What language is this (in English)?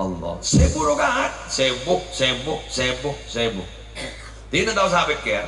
Madurese